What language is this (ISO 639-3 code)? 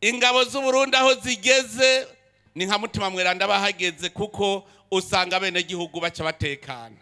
run